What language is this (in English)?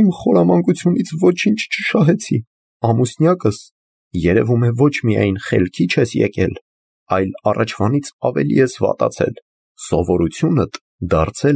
Armenian